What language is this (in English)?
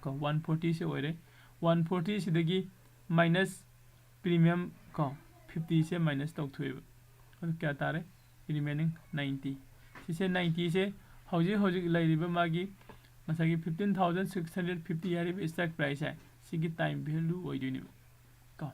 Manipuri